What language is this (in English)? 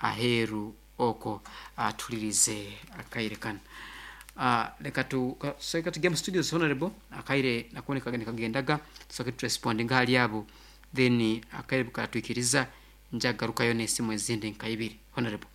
Nyoro